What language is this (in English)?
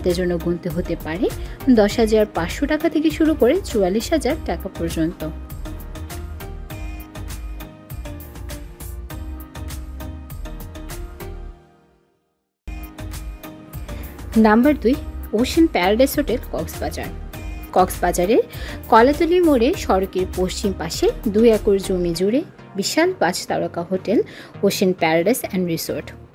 Bangla